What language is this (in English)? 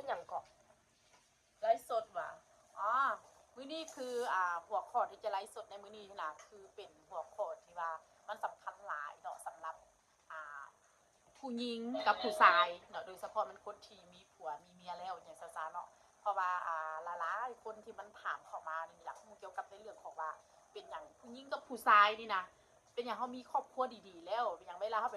Northeastern Thai